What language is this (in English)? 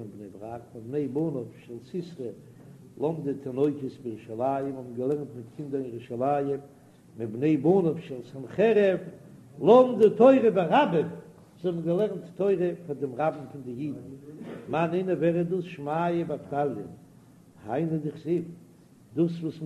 Yiddish